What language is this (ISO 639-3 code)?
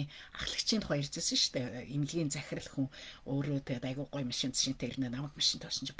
mon